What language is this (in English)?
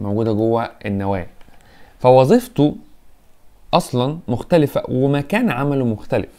Egyptian Arabic